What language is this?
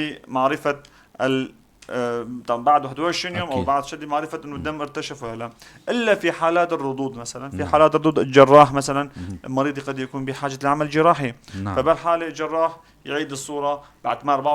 North Levantine Arabic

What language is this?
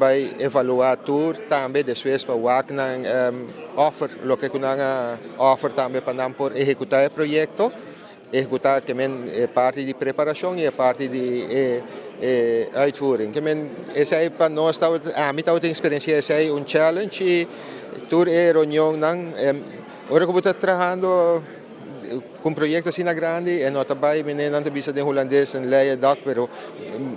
Papiamento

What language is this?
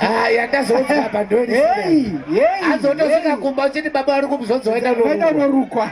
Shona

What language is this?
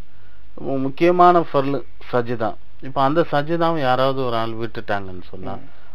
Tamil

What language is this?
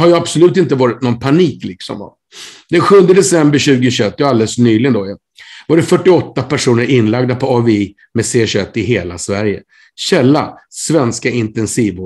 Swedish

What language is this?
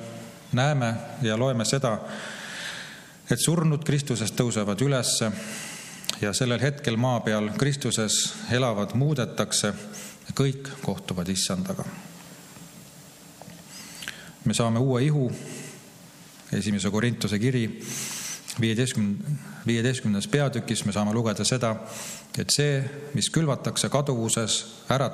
Estonian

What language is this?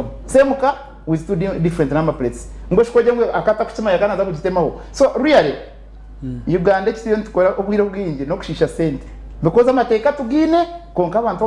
Nyankole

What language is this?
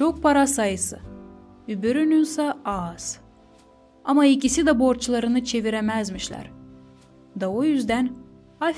Gagauz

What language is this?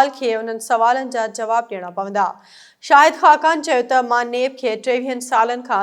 Sindhi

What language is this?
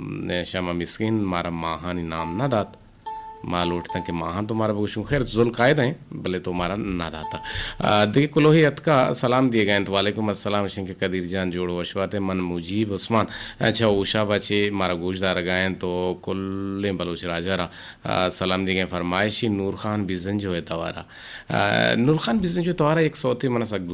Eastern Balochi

